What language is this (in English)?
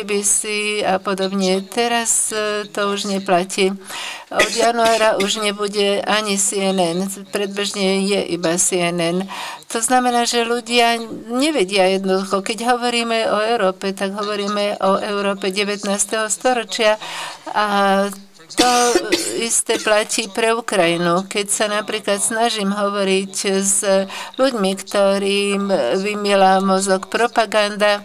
Slovak